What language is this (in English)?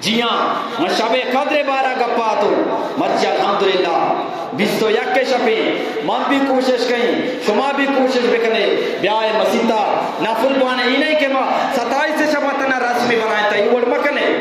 Eastern Balochi